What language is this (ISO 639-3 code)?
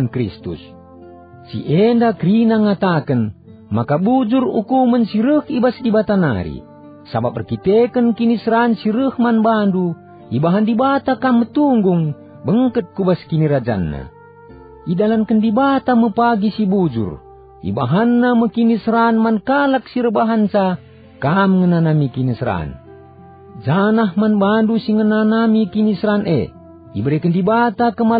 btx